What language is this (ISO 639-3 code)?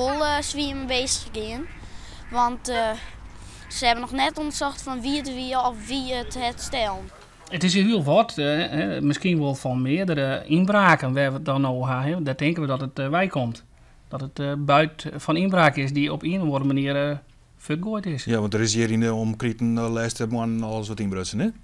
fry